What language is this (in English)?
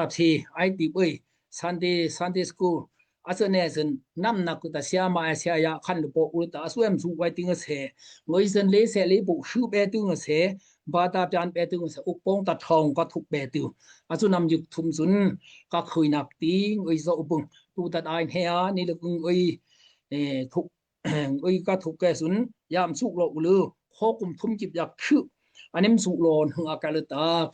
Daai Chin